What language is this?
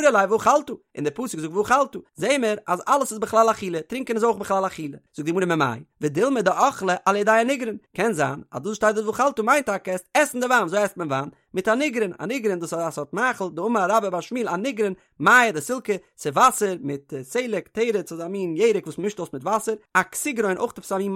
Yiddish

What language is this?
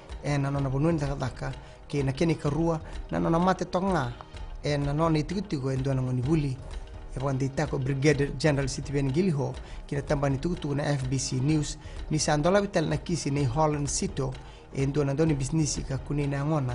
Fijian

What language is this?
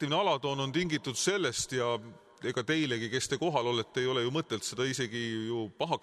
Estonian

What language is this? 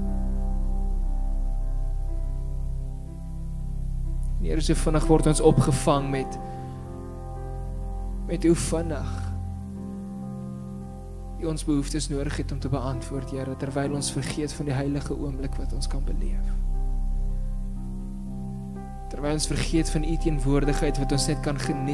Afrikaans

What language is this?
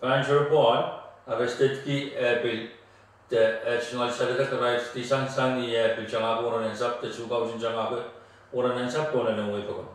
Pohnpeian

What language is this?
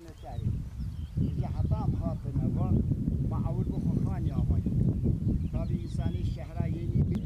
Kurdish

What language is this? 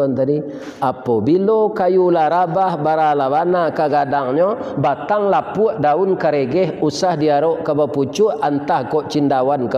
Minangkabau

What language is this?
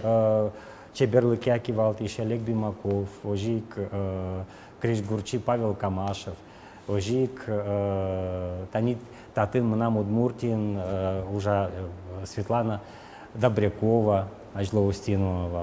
Udmurt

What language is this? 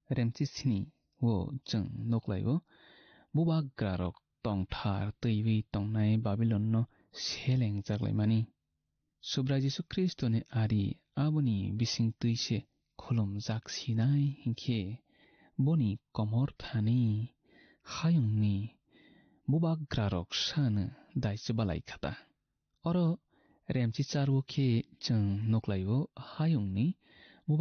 Kok Borok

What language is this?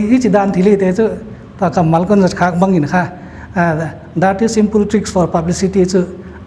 Paite Chin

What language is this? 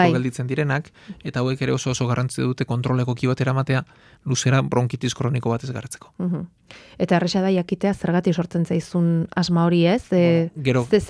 Basque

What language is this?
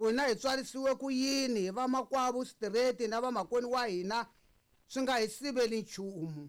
Tsonga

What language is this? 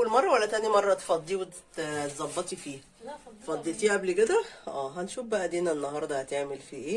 Egyptian Arabic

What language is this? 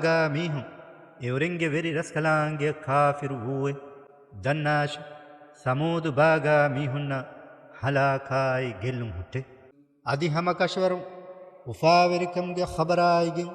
Divehi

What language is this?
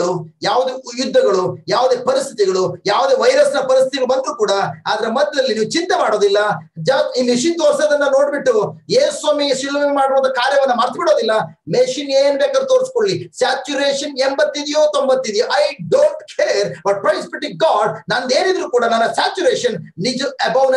Kannada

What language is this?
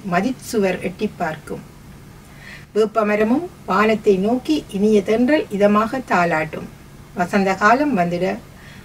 Tamil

